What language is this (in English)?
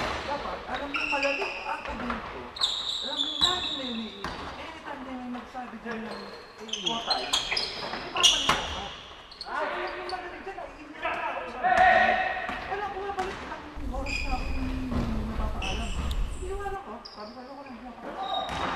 Filipino